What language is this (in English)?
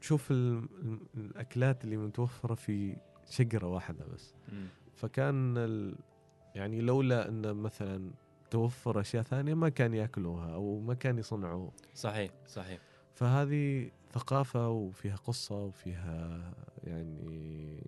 Gulf Arabic